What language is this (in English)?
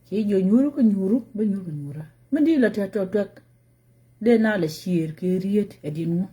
Nuer